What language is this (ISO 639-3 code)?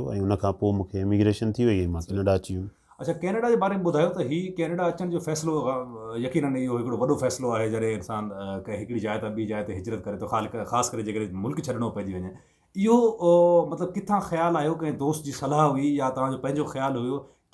snd